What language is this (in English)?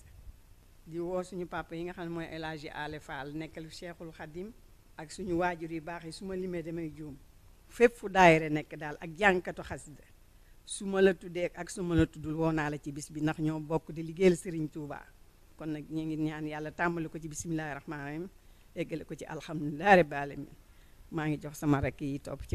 Wolof